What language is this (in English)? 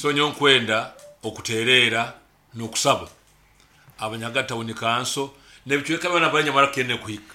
Nyankole